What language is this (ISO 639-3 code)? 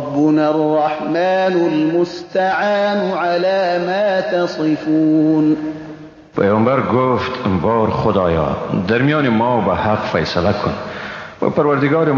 fas